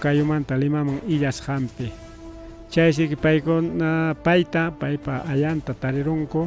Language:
Ayacucho Quechua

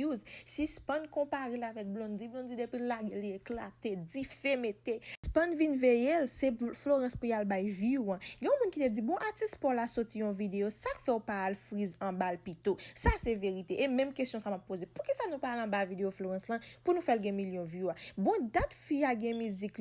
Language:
Haitian Creole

